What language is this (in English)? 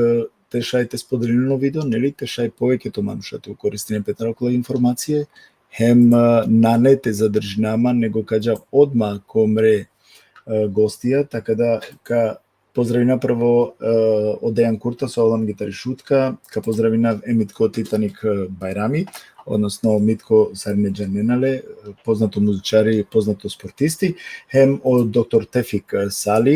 Balkan Romani